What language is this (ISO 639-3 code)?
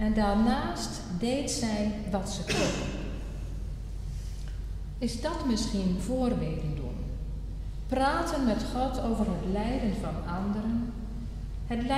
nld